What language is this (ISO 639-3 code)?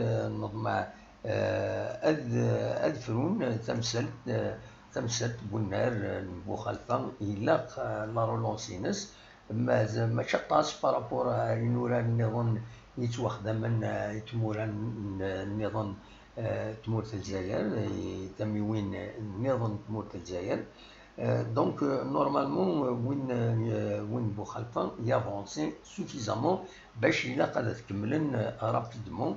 kab